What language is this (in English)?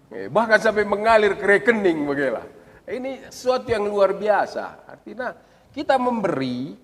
Batak Karo